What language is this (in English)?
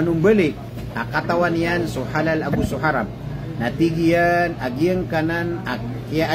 Maranao